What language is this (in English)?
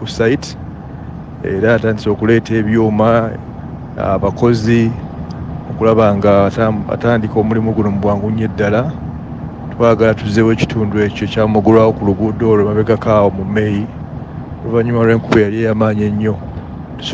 Nyankole